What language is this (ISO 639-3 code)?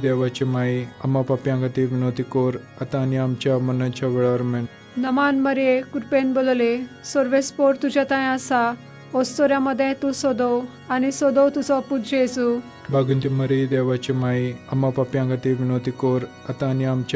kok